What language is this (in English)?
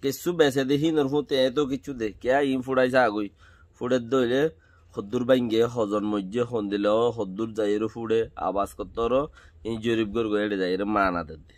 Rohingya